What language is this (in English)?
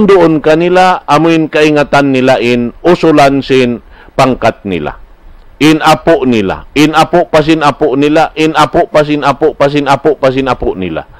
Tausug